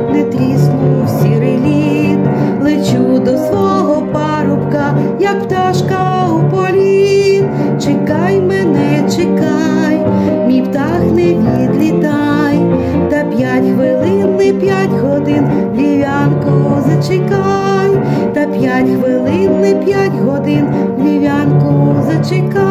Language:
Ukrainian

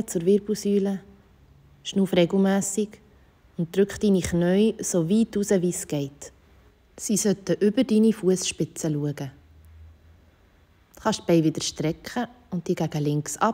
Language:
Swiss German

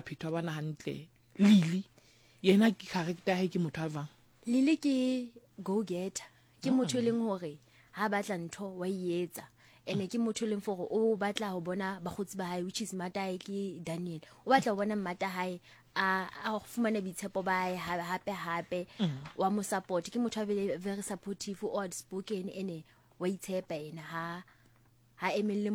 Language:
Southern Sotho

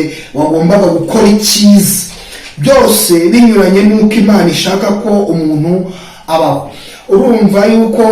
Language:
Kinyarwanda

